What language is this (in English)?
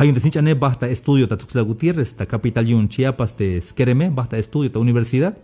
Tzeltal